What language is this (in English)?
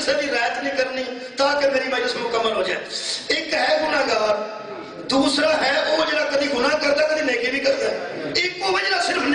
Urdu